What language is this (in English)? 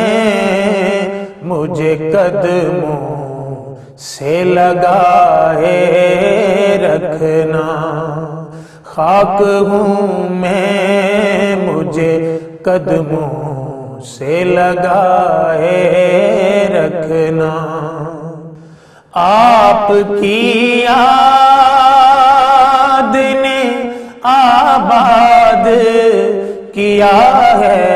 Urdu